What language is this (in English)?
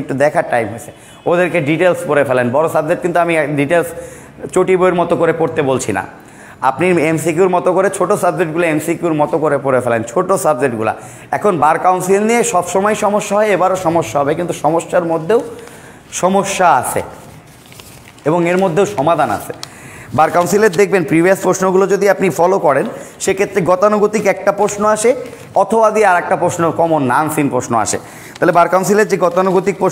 Bangla